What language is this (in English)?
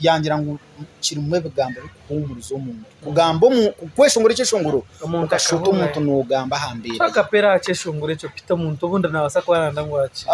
Nyankole